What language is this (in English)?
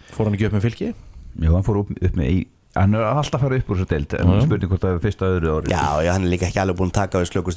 Icelandic